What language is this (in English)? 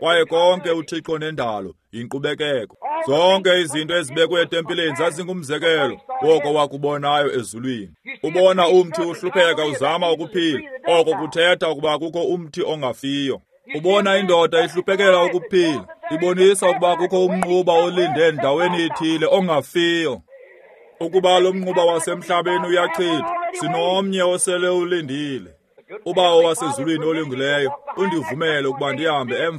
Xhosa